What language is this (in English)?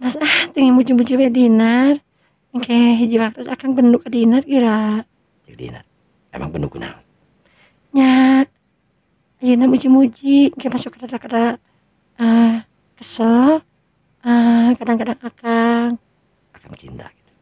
Sundanese